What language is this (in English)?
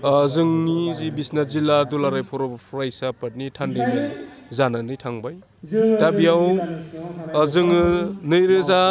Bodo